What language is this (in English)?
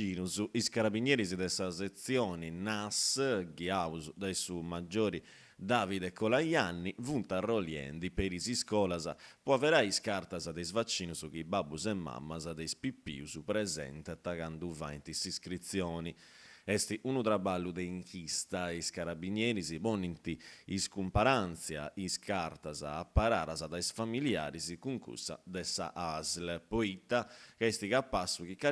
Sardinian